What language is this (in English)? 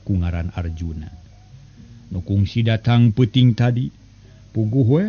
Sundanese